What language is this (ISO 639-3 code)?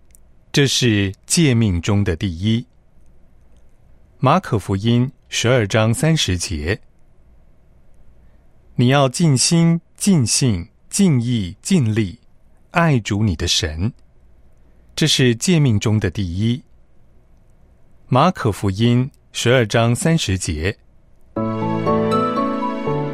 zho